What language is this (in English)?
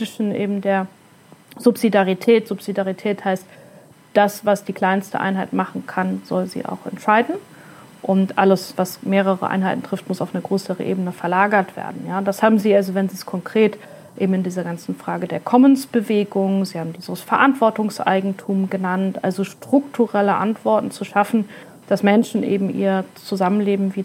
German